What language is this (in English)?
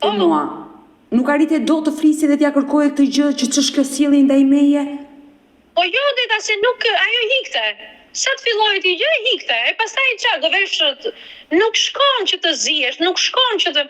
Albanian